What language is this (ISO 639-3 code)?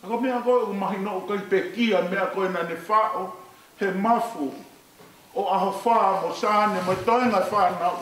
ton